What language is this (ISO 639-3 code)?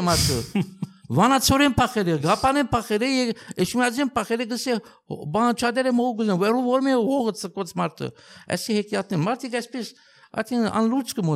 hye